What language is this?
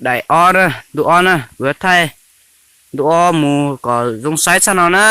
Hmong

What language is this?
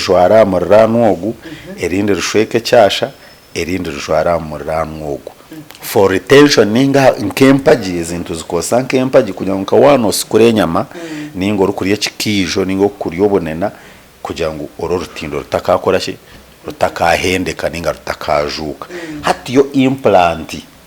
Nyankole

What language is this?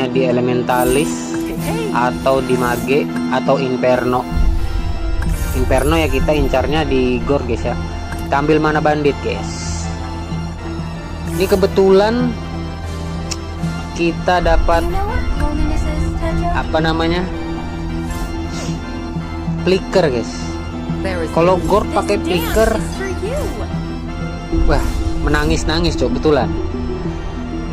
Indonesian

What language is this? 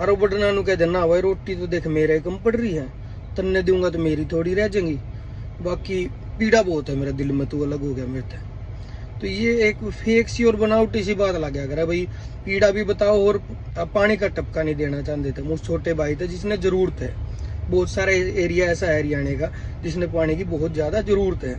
Haryanvi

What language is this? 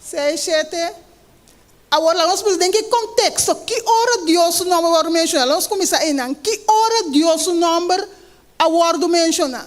Papiamento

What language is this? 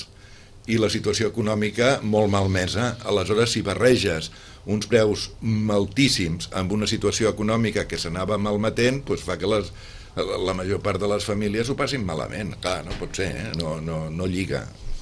Catalan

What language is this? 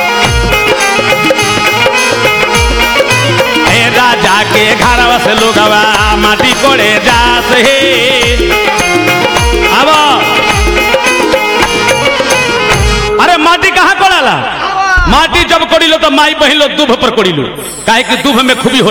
Bhojpuri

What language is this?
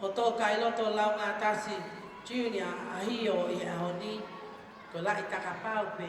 Tongan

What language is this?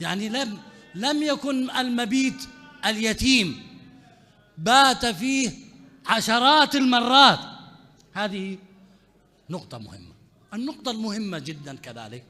Mesopotamian Arabic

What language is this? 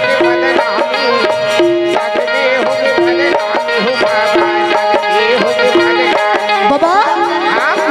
Chhattisgarhi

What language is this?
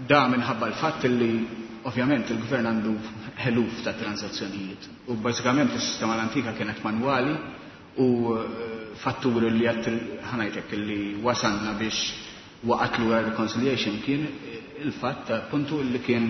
Maltese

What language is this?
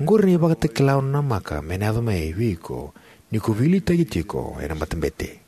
Fijian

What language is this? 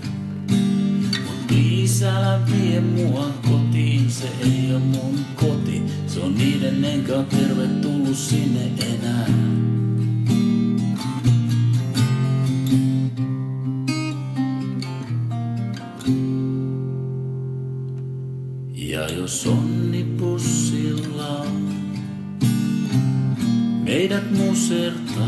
Finnish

